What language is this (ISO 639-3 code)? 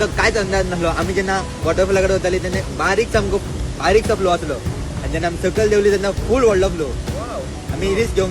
kok